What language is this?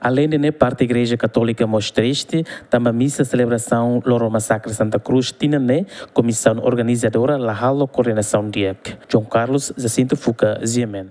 Tetum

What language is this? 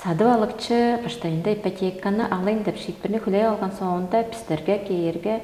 Tuvinian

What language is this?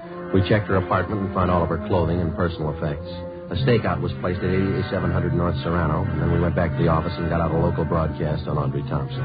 English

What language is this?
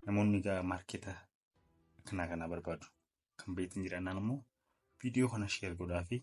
Oromo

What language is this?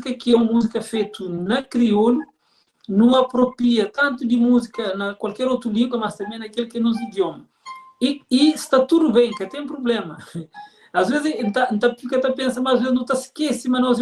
Kabuverdianu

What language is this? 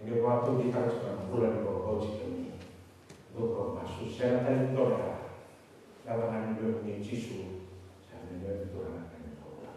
Fijian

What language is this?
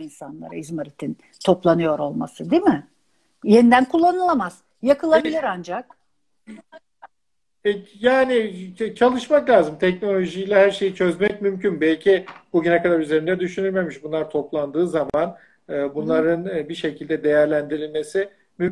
Turkish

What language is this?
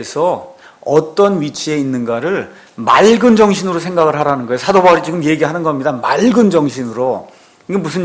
Korean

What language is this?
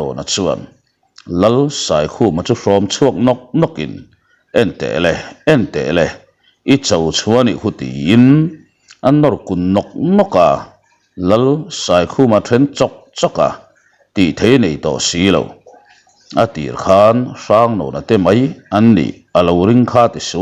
Mizo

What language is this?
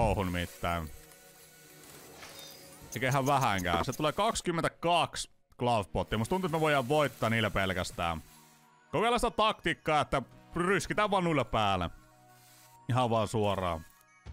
Finnish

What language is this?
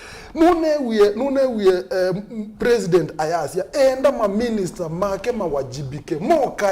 Kamba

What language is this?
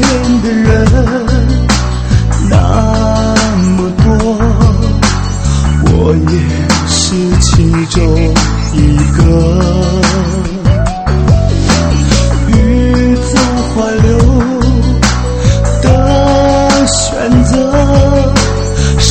Chinese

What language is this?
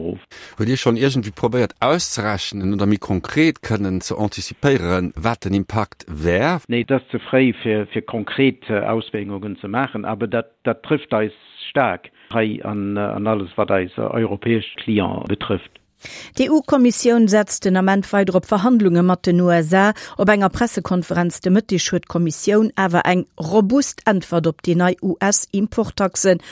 Luxembourgish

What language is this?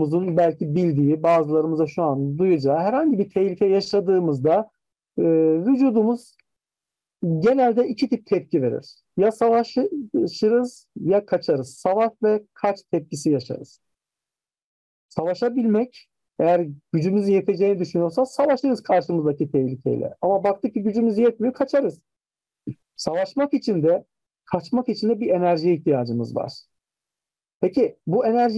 Turkish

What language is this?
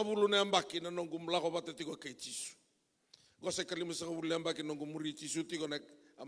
Fijian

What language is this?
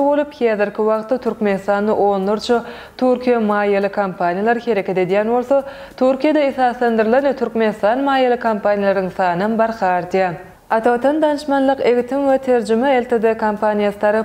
Turkmen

